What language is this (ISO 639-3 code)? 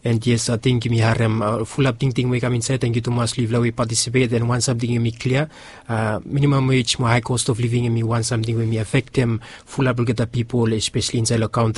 bis